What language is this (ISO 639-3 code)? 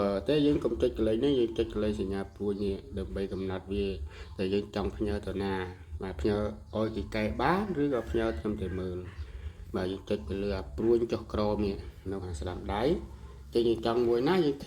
khm